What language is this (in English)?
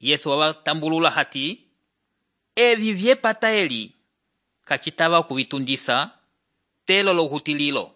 Umbundu